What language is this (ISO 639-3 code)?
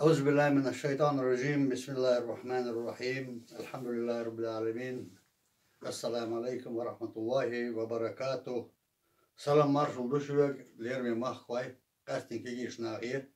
che